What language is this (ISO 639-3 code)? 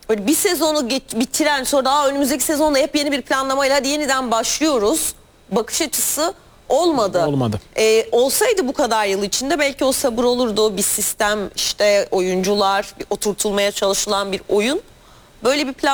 tur